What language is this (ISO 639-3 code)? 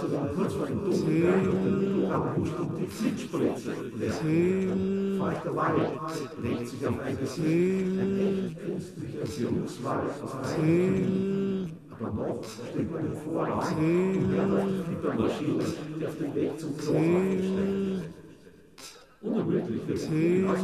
deu